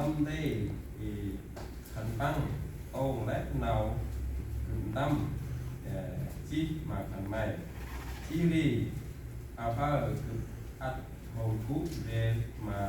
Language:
Central Mnong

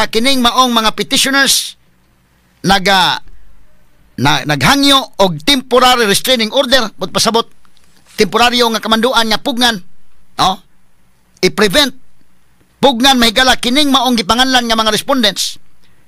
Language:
Cebuano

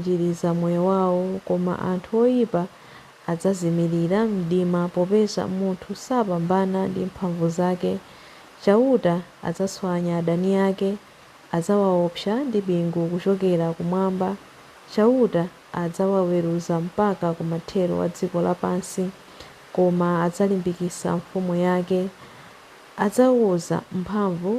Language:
Nyanja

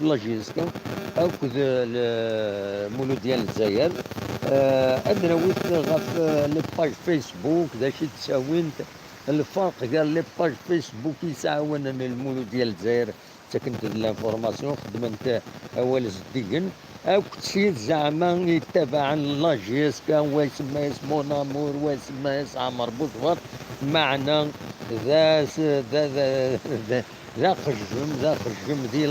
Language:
Kabyle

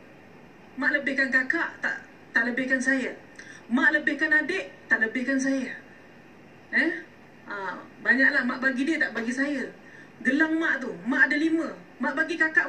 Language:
Malay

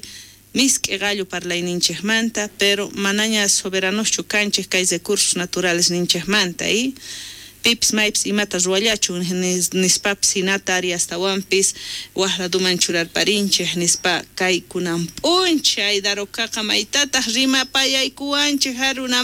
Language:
South Bolivian Quechua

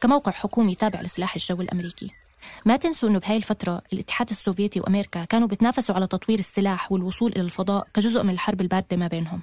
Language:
North Levantine Arabic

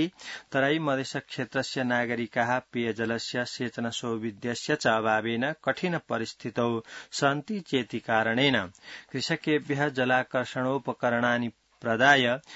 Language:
Sanskrit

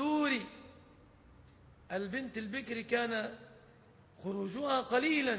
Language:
Arabic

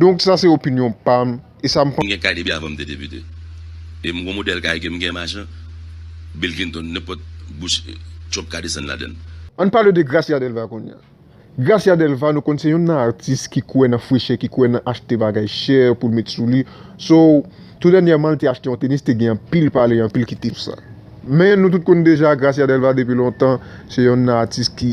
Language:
Haitian Creole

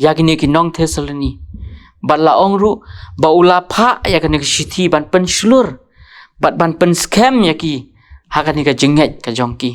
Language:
Khasi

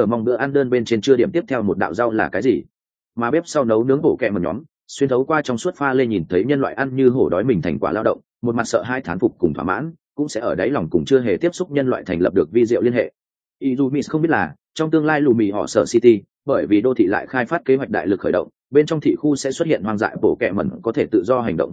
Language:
Vietnamese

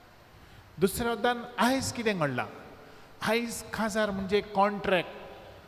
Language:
Konkani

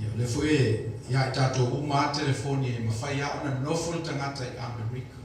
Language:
Samoan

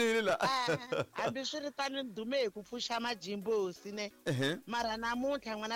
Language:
Tsonga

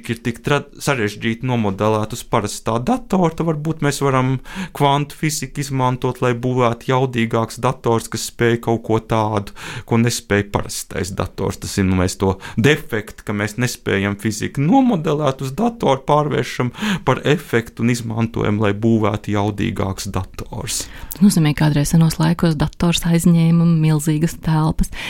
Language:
Latvian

